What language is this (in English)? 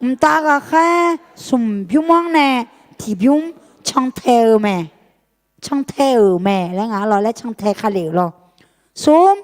Akha